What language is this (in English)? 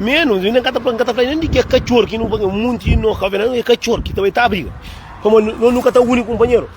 Kabuverdianu